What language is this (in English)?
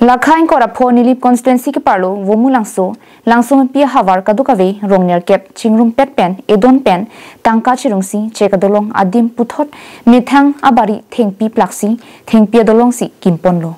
Karbi